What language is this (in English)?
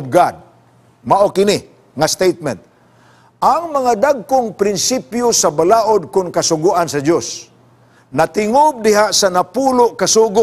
Cebuano